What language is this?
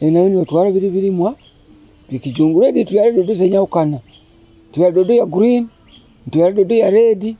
Nyoro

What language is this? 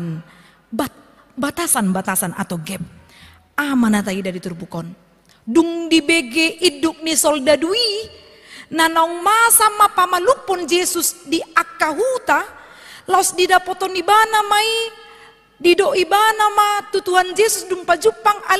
Batak Toba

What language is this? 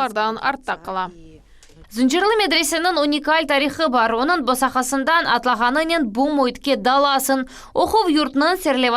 Crimean Tatar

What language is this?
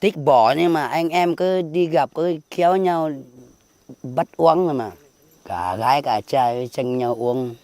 Hmong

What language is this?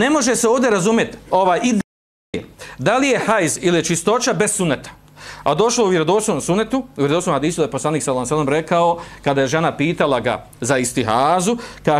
Bosnian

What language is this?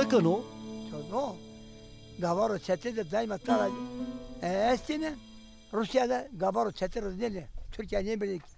Zaza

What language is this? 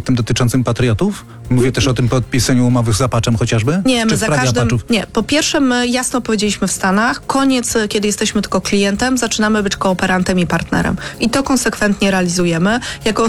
Polish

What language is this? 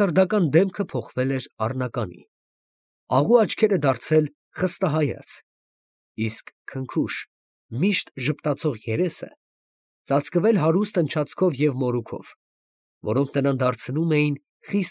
Armenian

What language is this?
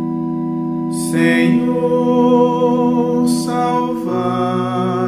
Portuguese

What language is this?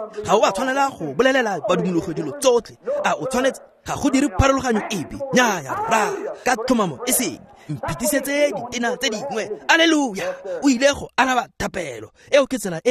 Tswana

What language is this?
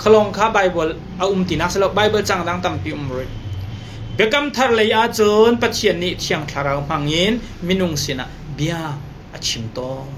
Hakha Chin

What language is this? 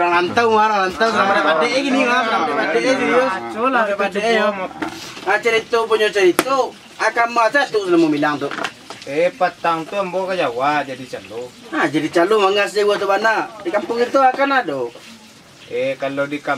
Minangkabau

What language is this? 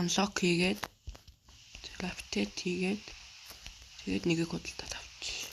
Mongolian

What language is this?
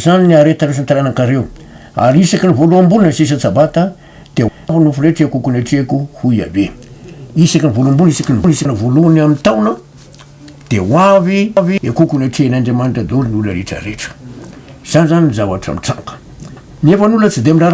Malagasy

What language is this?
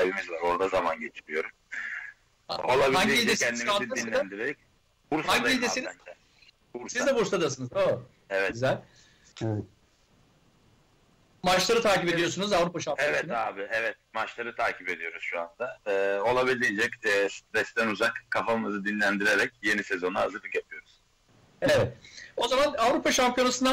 Turkish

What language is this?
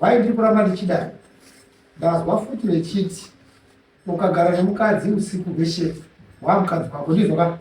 Shona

